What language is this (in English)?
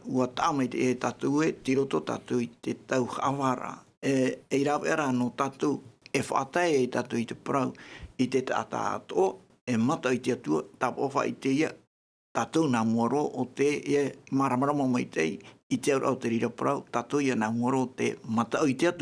Tahitian